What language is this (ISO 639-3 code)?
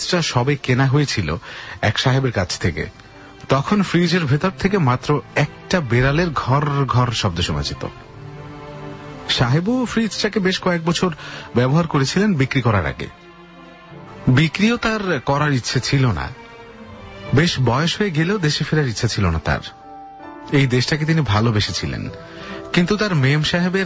ben